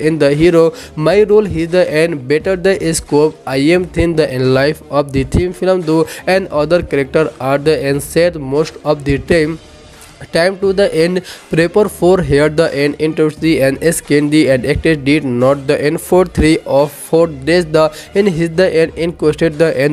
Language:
Hindi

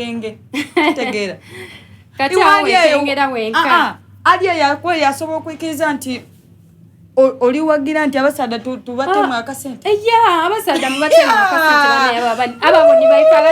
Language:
Soga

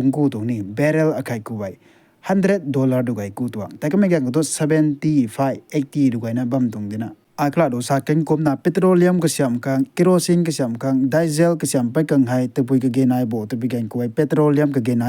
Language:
Rongmei Naga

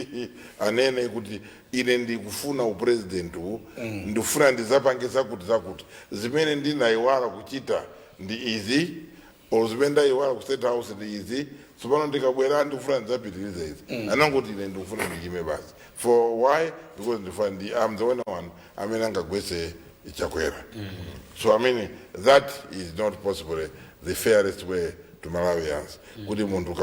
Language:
Nyanja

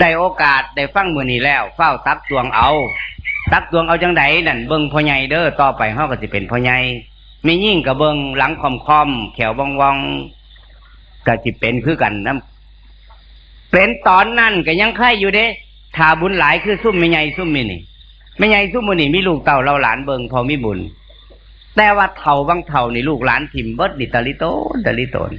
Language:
Northeastern Thai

